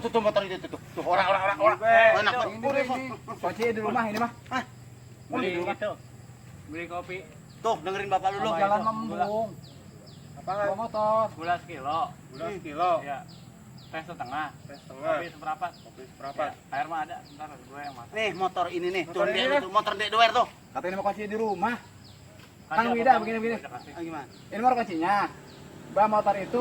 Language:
Betawi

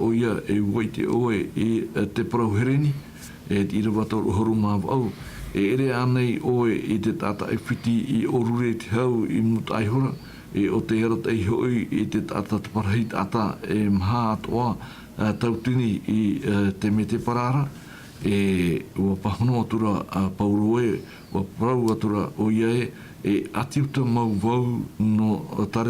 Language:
Tahitian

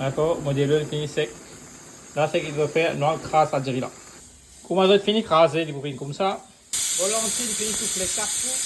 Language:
Morisyen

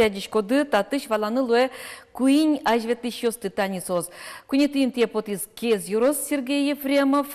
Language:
Udmurt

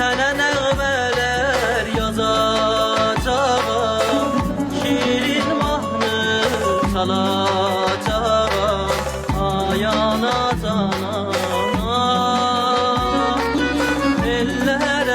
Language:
South Azerbaijani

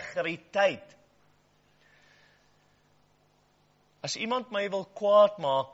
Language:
Afrikaans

